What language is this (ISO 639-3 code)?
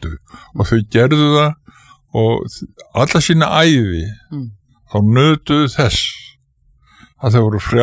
isl